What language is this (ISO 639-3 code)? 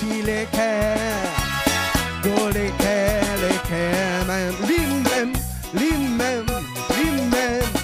crs